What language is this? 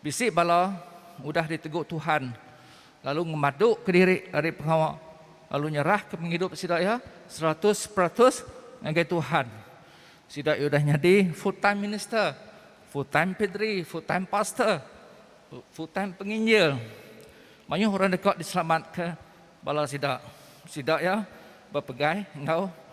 Iban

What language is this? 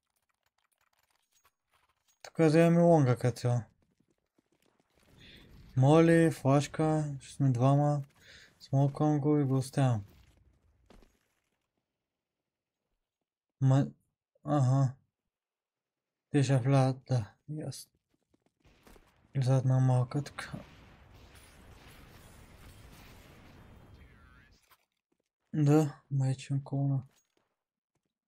Bulgarian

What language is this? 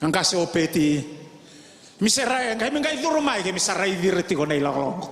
Fijian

